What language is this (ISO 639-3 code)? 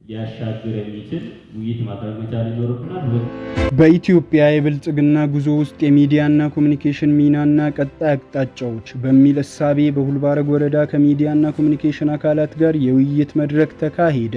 amh